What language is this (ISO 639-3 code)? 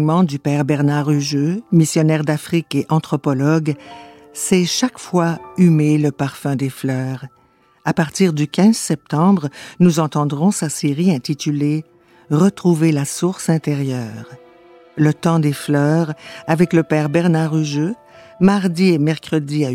fra